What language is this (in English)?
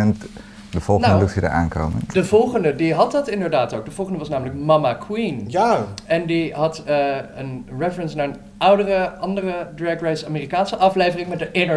Dutch